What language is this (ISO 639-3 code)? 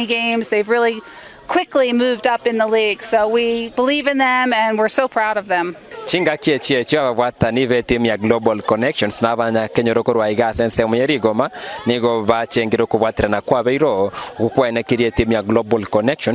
guz